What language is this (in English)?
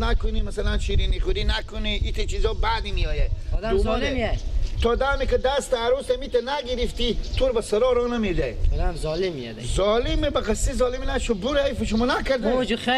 Persian